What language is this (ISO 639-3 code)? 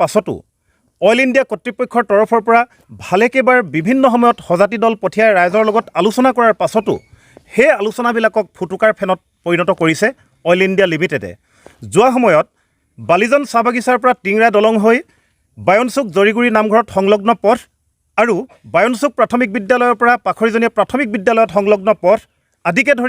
asm